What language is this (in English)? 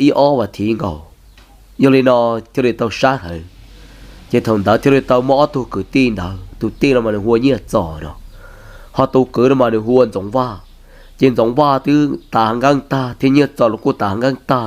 Hmong